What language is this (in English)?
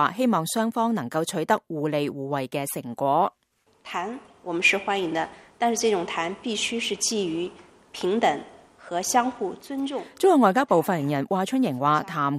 Cantonese